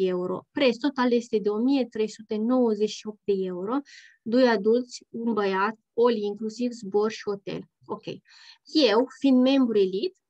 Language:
Romanian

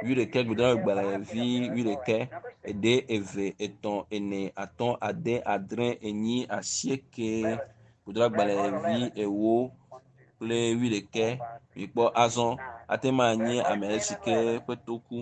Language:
Ewe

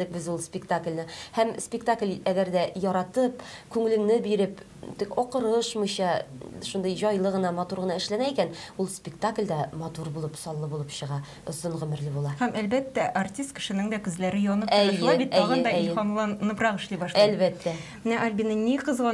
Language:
Tatar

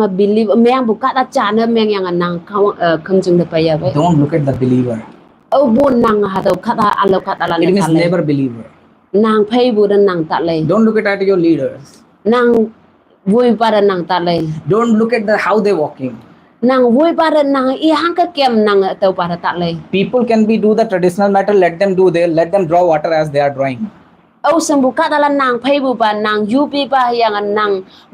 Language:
Konyak Naga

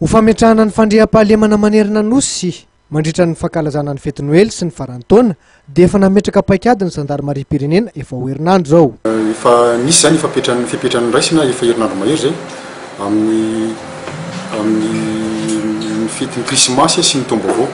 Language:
Malagasy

